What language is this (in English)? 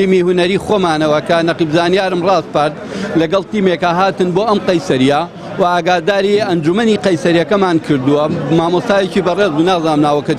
Central Kurdish